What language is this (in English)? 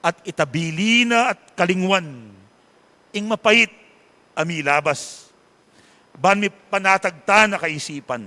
Pampanga